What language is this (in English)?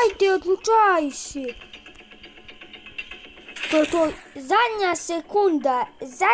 Croatian